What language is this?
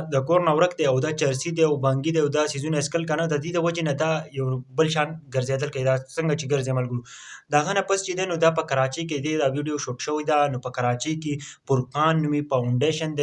Pashto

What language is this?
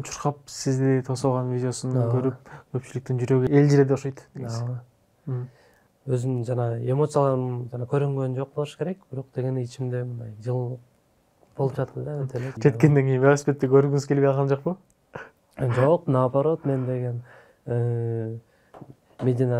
Kyrgyz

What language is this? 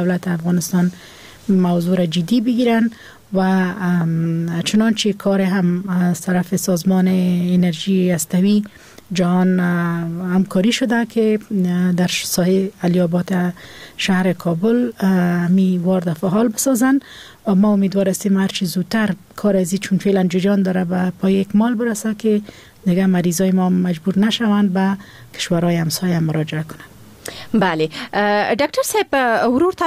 Persian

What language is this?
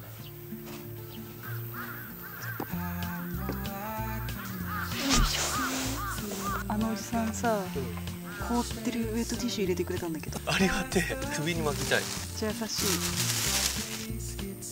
Japanese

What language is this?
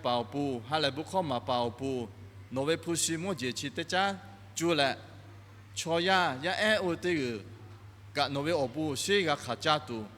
Lahu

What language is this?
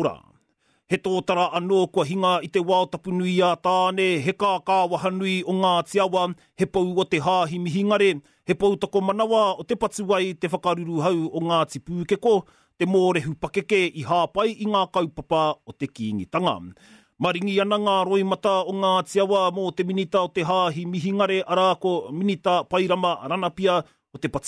Māori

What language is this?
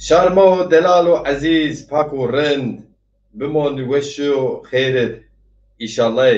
Zaza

